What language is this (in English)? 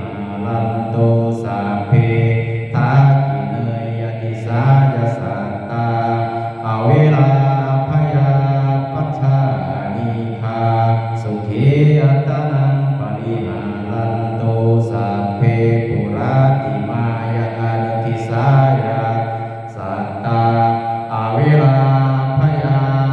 Pali